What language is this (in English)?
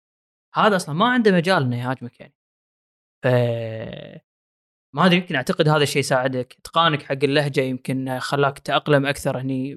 Gulf Arabic